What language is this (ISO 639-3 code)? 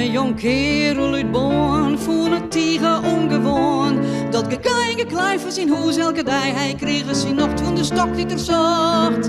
fry